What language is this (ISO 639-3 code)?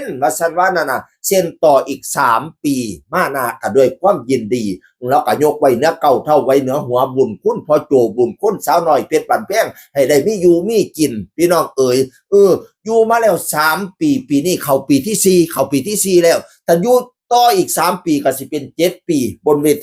tts